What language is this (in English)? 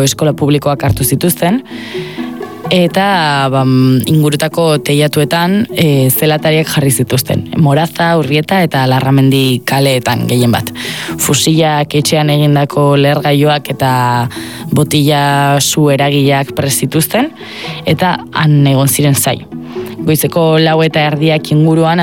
Basque